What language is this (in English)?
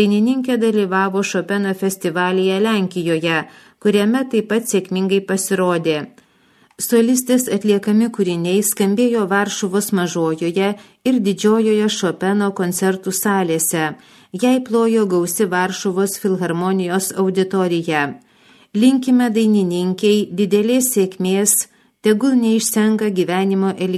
Lithuanian